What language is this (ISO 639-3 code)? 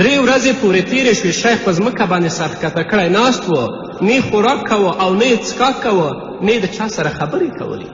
pus